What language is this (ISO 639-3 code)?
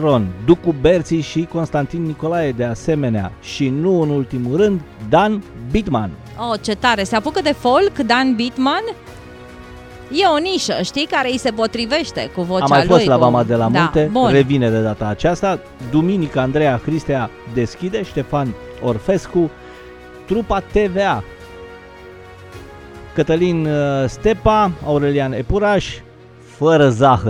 ron